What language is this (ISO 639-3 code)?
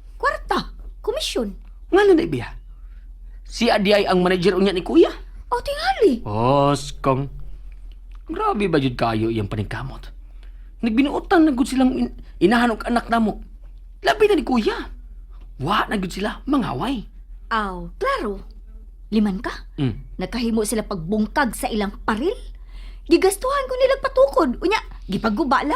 ceb